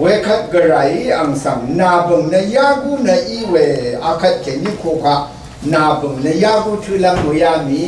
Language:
Rawang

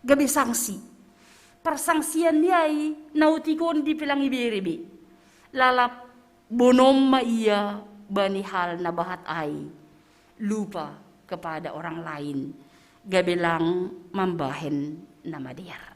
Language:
Batak Simalungun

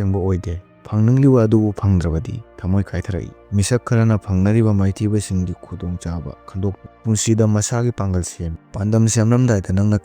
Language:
Manipuri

